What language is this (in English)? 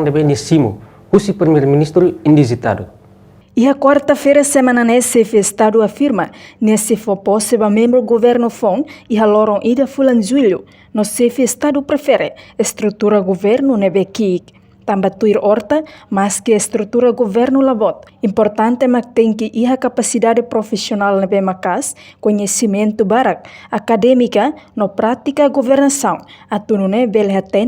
Tetum